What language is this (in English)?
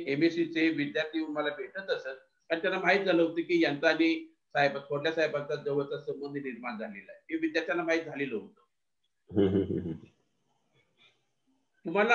Marathi